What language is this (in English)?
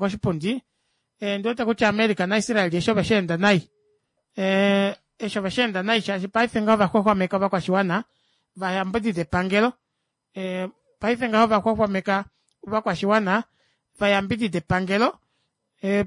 Kuanyama